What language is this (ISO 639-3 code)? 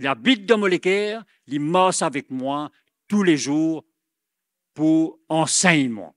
mfe